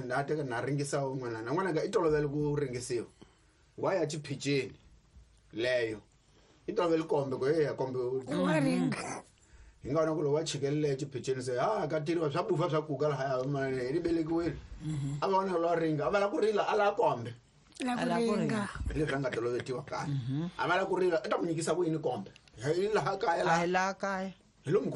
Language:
Tsonga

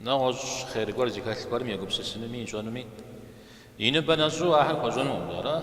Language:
Kabardian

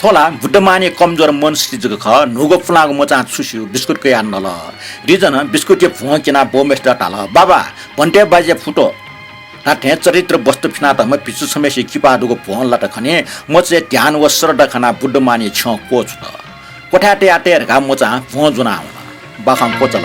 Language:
Newari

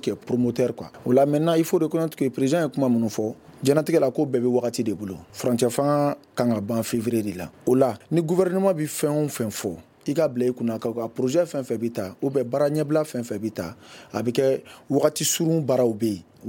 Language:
Bambara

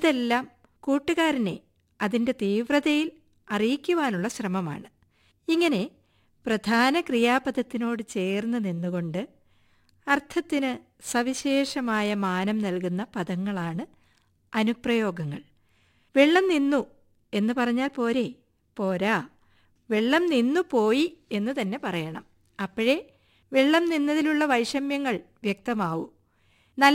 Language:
Malayalam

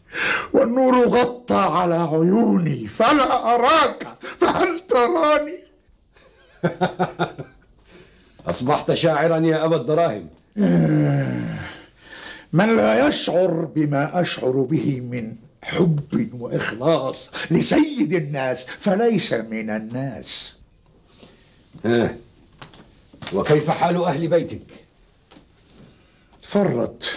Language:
Egyptian Arabic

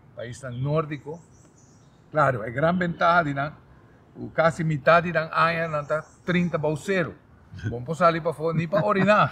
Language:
Papiamento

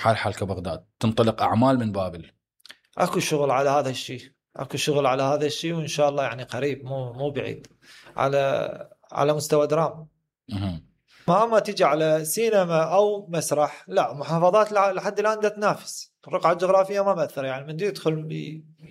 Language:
Mesopotamian Arabic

